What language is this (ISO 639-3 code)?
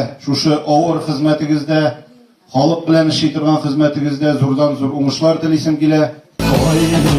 tat